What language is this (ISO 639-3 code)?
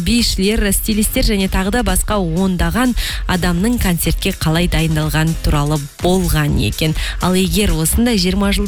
kaz